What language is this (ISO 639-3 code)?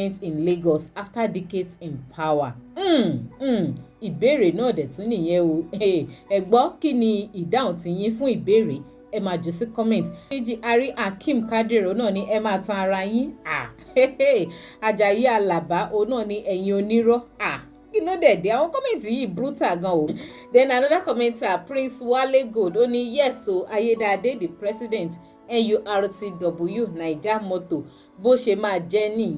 yor